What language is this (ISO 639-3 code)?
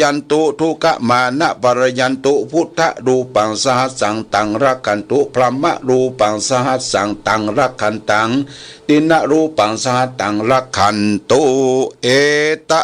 pli